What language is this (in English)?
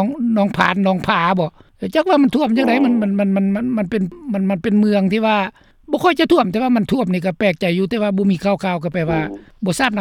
Lao